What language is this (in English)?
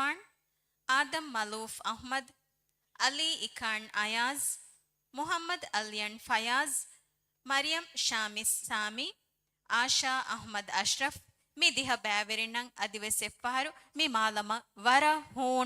Divehi